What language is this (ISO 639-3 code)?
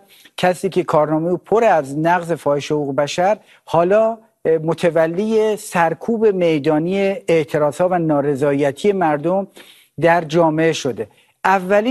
fas